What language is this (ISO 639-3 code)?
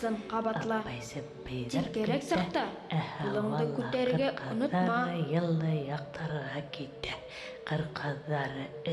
bak